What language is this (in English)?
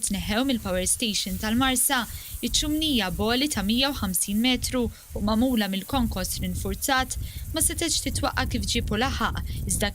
Maltese